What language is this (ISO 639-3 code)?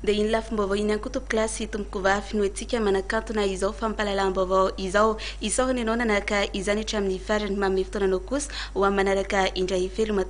mlg